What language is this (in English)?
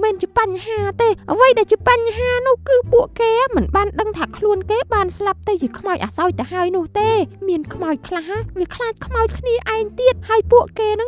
Khmer